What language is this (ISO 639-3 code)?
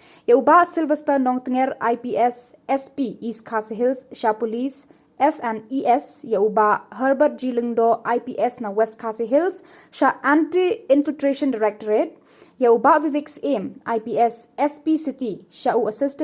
kha